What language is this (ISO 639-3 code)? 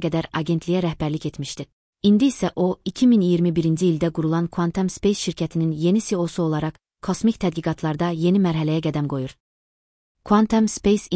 aze